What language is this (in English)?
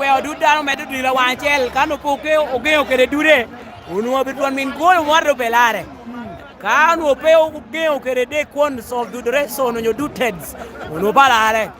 Lango (Uganda)